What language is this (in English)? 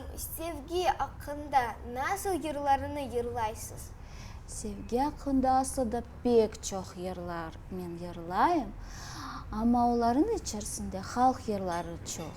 Crimean Tatar